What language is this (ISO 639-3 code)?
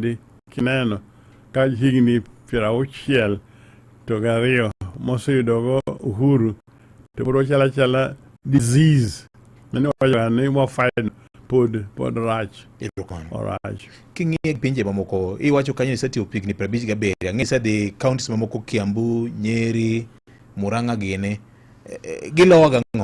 luo